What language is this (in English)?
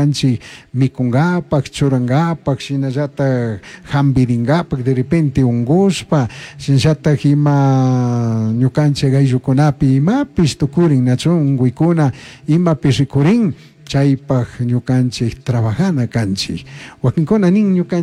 Chimborazo Highland Quichua